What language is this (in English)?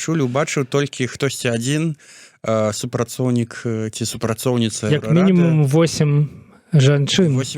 Belarusian